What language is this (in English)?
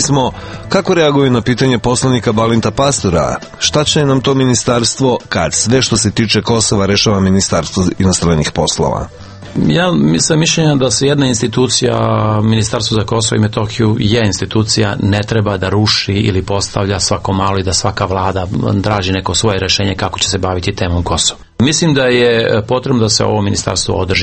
Serbian